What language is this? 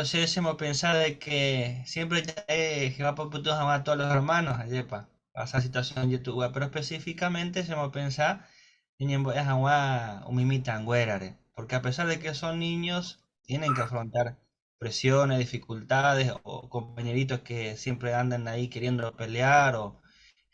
Guarani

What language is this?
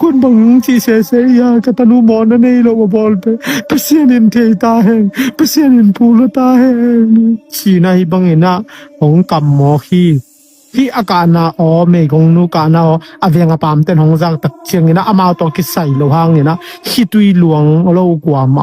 Tedim Chin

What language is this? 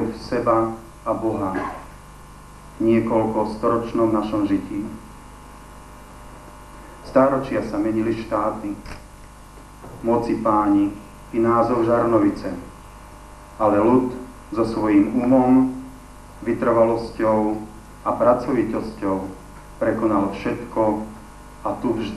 Slovak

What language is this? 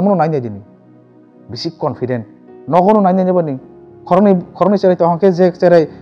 Kok Borok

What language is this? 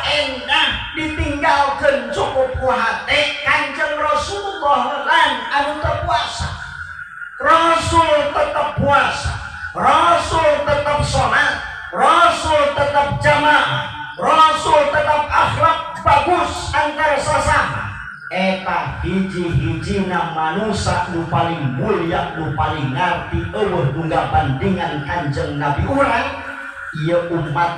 Sundanese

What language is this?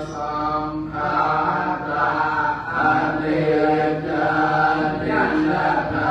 Pali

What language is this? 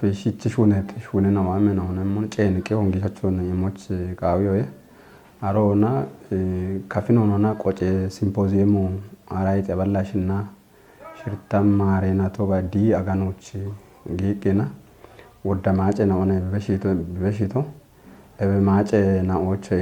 Kafa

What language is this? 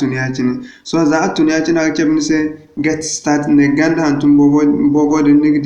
Zarma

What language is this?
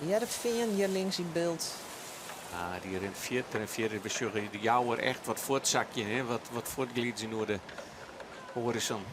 Western Frisian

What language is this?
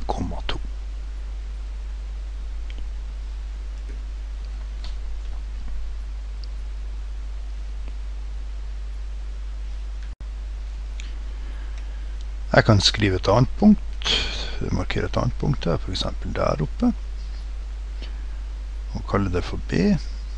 Norwegian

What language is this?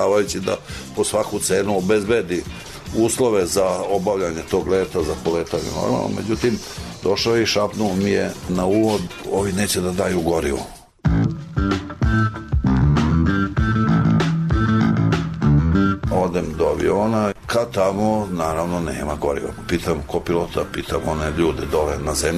Serbian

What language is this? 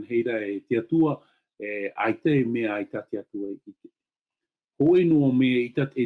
Tahitian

